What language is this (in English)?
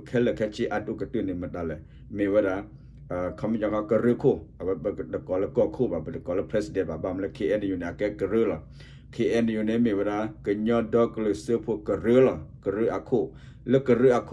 S'gaw Karen